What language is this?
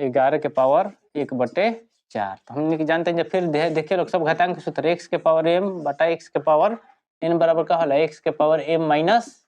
Bhojpuri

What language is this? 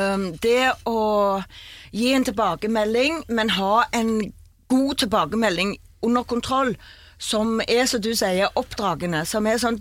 Norwegian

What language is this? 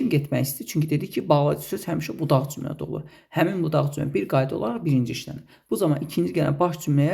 Azerbaijani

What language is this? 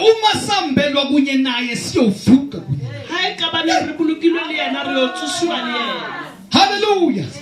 Zulu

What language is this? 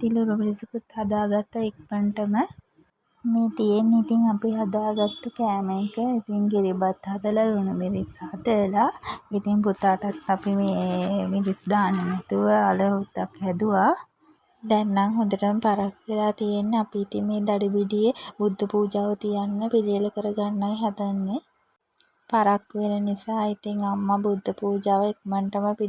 Sinhala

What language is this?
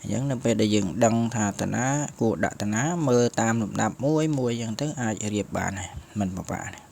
Khmer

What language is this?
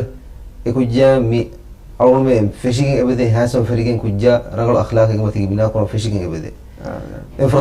Divehi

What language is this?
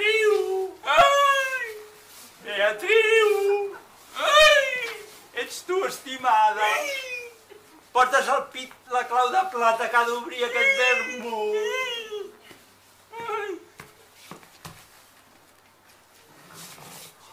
Catalan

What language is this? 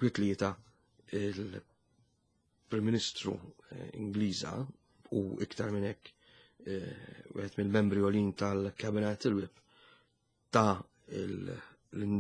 Maltese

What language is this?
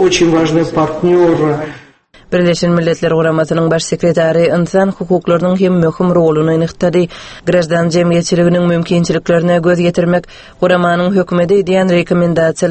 Turkmen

